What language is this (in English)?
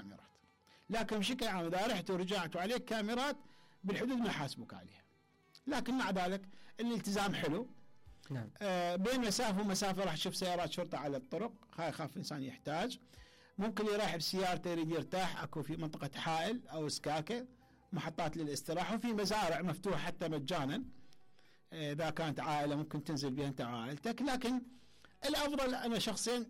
Mesopotamian Arabic